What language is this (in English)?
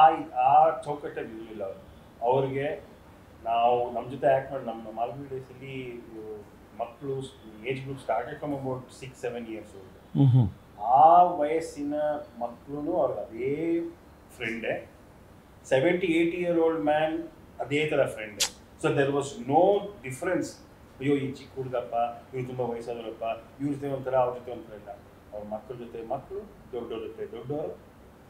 Kannada